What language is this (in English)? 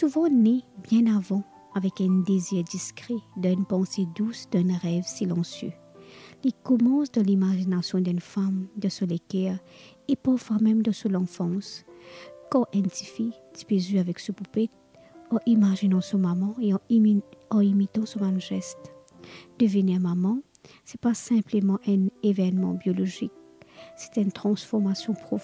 Morisyen